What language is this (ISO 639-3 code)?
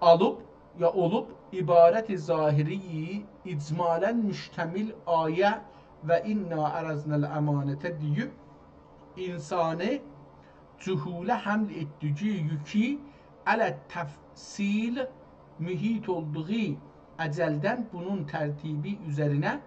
azb